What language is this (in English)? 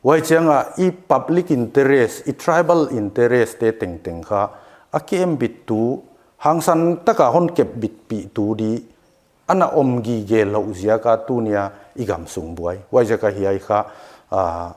Paite Chin